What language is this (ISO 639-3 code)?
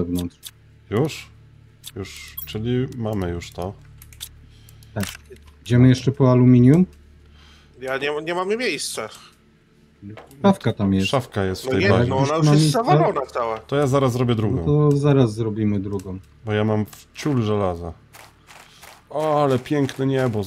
pol